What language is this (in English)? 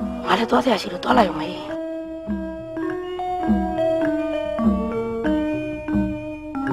Burmese